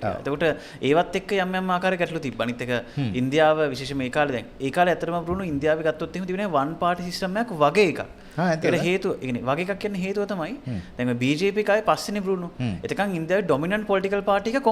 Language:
Sinhala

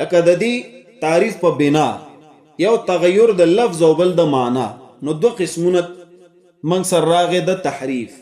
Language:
Pashto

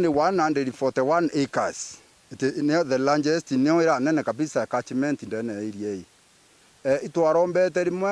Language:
Meru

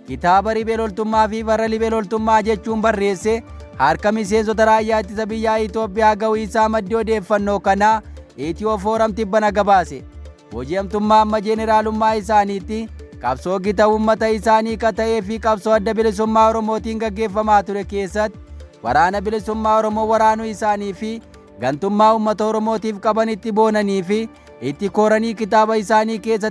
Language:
Oromo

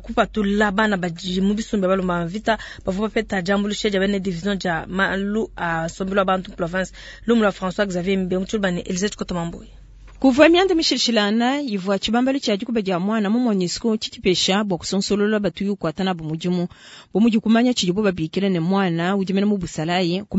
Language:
Luba-Lulua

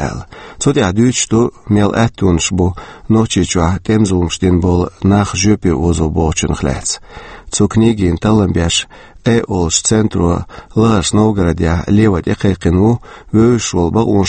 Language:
Chechen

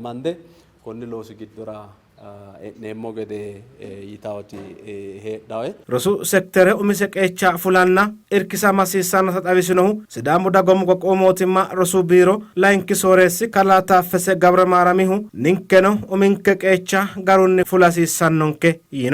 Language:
Sidamo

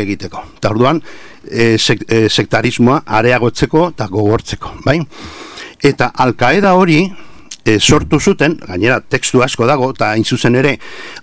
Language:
Basque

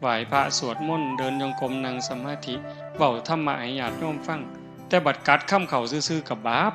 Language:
Northeastern Thai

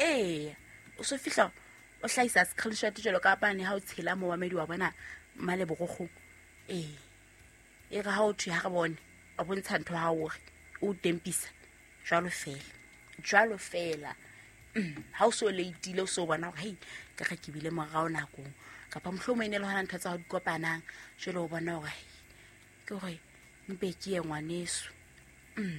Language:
Southern Sotho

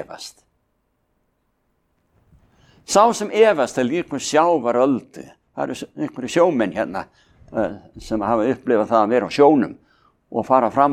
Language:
Icelandic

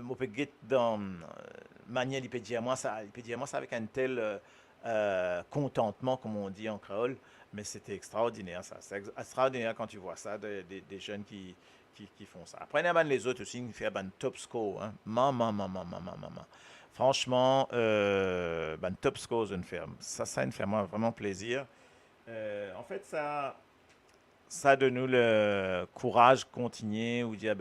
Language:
Morisyen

